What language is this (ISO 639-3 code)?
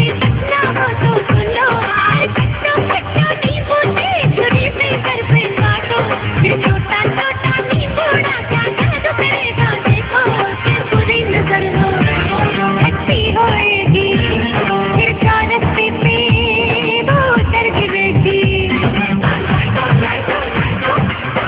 ben